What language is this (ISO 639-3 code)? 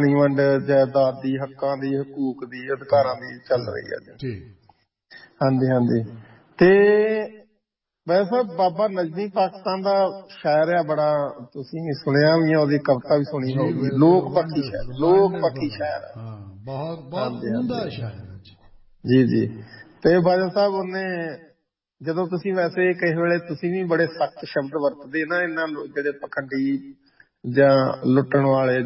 pan